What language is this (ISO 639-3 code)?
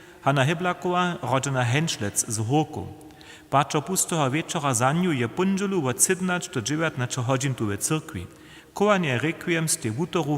hsb